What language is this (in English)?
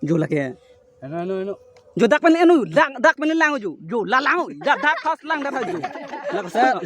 Karbi